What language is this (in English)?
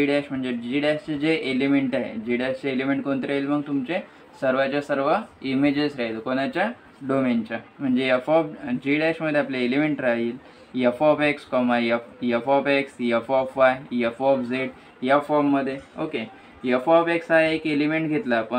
Marathi